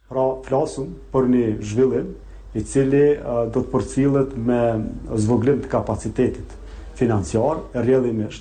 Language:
Albanian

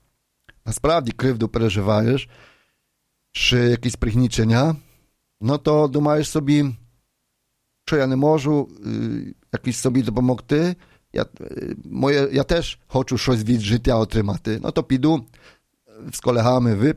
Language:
Ukrainian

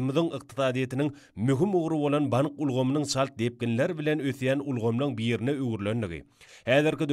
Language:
Turkmen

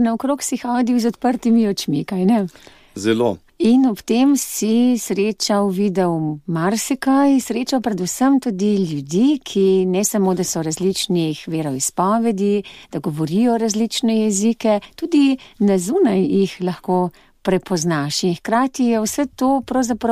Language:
Slovenian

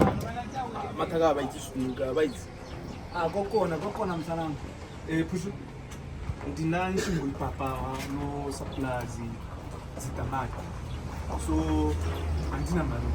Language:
Tswana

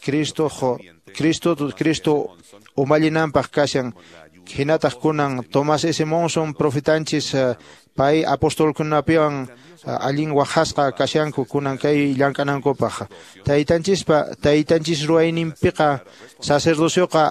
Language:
Quechua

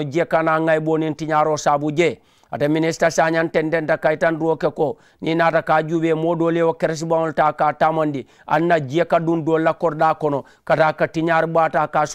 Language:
Mandingo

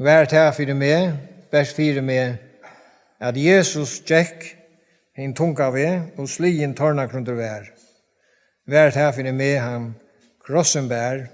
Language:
Faroese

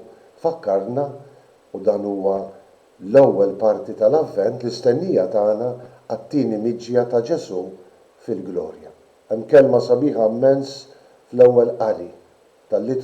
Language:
Maltese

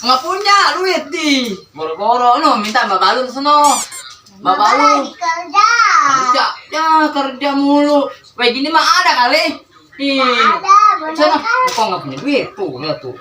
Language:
Betawi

